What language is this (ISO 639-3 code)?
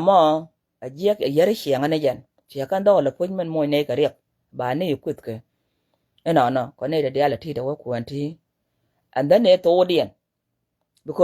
nus